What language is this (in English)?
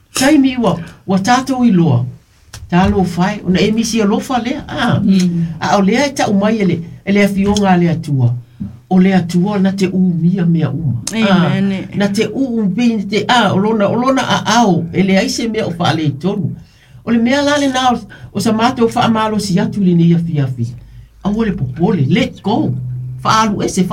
Samoan